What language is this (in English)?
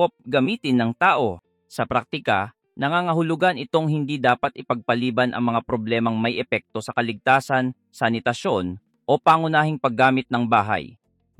Filipino